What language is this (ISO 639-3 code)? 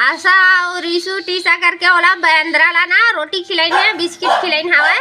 hne